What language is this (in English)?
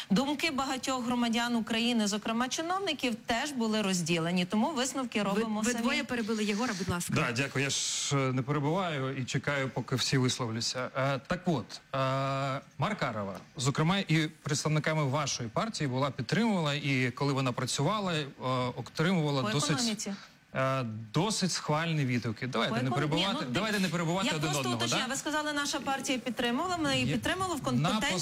Ukrainian